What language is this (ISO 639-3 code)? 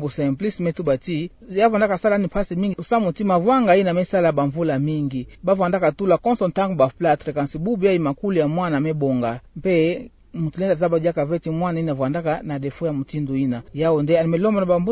ktu